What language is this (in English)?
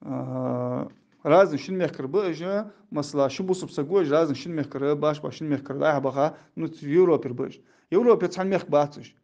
Ingush